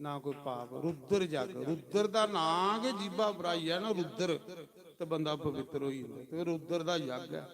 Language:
Dogri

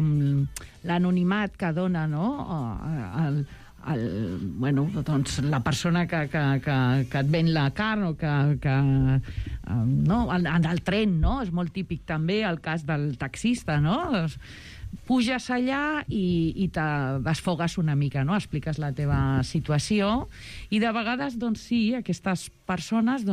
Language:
Catalan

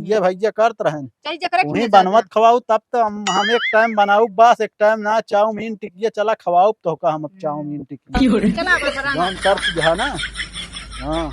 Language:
Awadhi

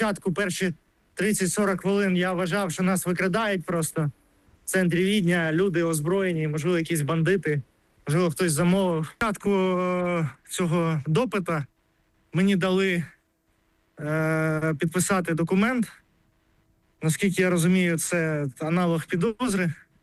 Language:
Ukrainian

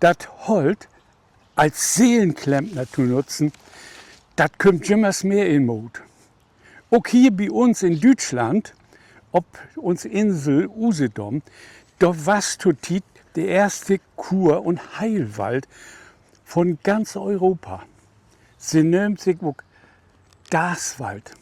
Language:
Low German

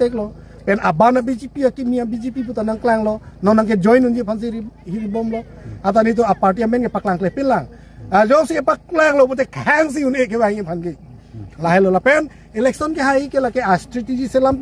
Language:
Karbi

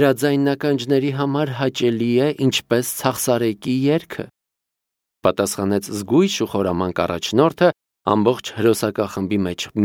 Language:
Armenian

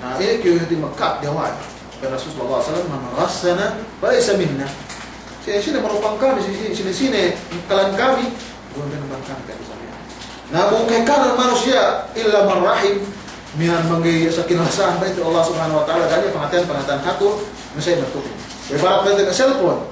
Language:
Yakan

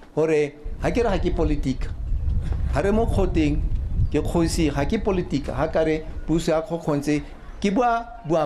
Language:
Tswana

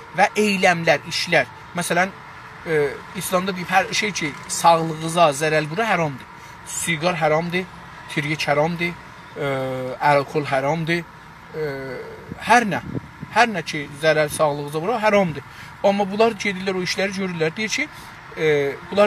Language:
South Azerbaijani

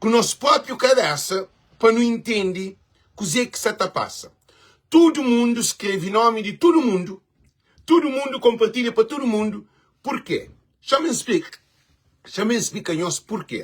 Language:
Kabuverdianu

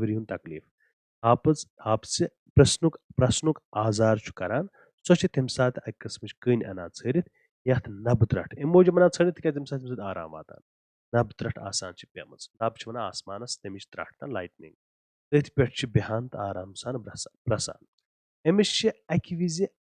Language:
Kashmiri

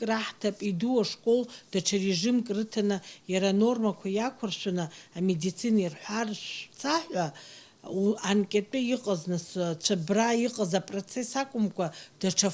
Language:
Abkhazian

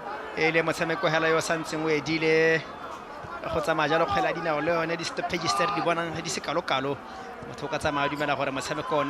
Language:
Tswana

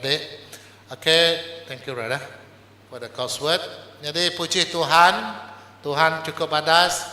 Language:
Iban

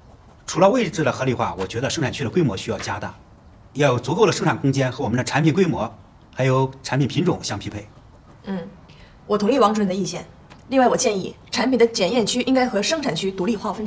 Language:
Chinese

